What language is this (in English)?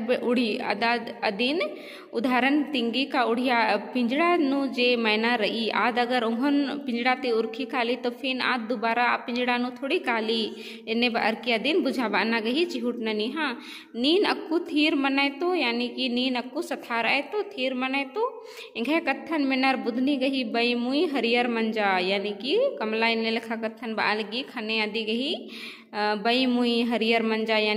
Kurukh